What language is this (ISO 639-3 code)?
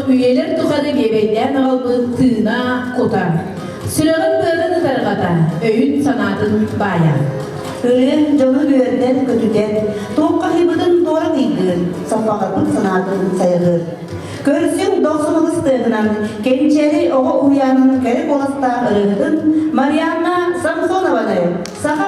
sah